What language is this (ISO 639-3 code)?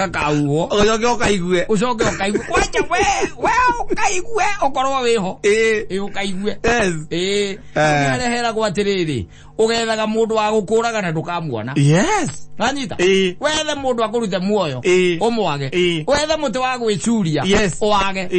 kik